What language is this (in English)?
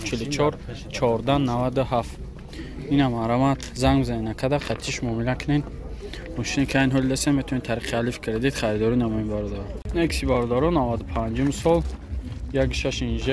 Tajik